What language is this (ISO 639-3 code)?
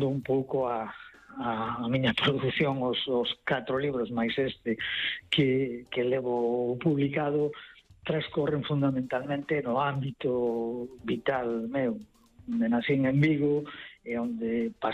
glg